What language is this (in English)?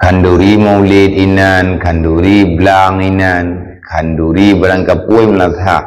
Achinese